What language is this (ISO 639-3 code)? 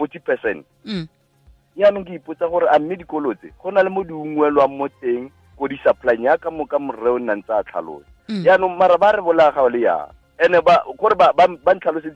sot